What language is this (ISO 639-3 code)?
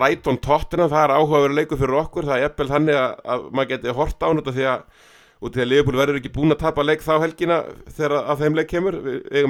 isl